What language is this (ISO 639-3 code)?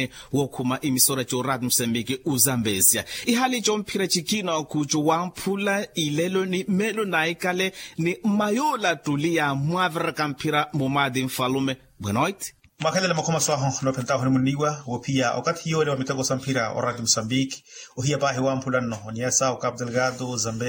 vmw